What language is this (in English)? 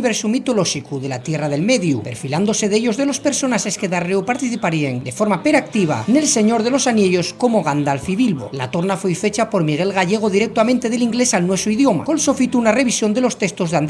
Asturian